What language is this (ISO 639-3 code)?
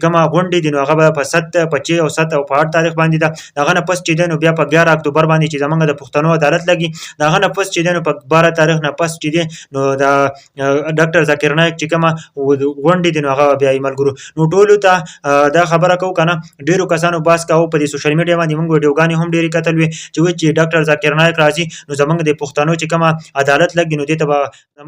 pus